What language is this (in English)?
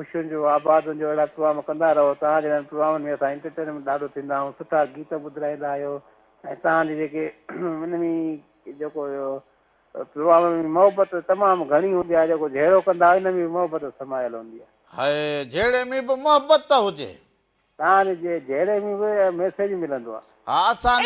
Sindhi